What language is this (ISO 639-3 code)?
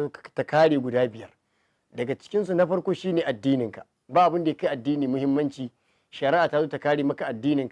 hau